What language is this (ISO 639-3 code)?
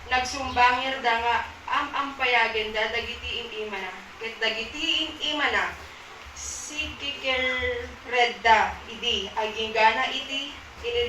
ilo